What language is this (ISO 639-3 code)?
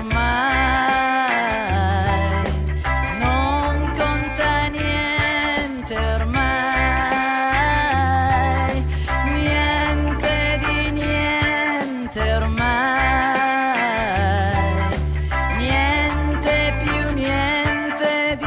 ita